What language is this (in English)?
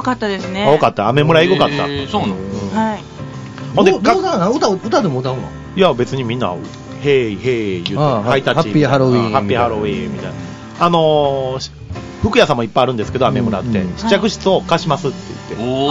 Japanese